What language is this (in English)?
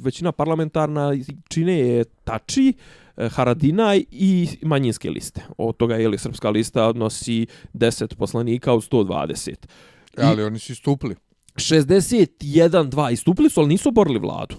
Bosnian